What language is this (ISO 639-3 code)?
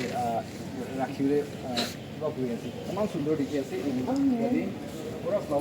nag